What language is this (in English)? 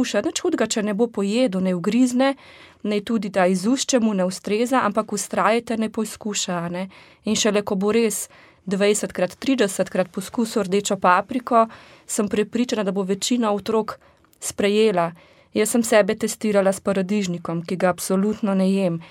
Slovenian